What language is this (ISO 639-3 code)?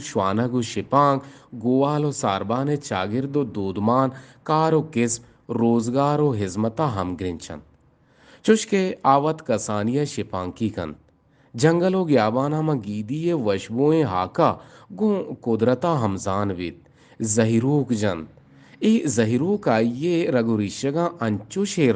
bgp